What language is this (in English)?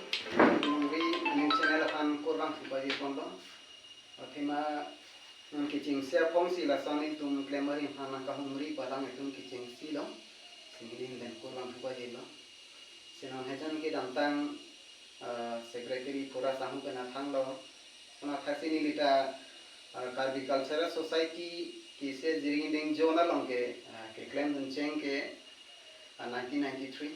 Karbi